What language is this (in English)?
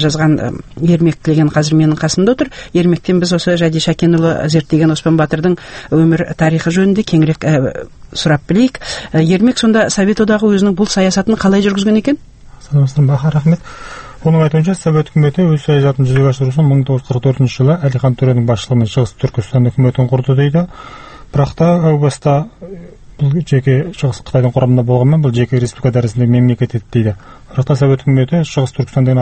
Kazakh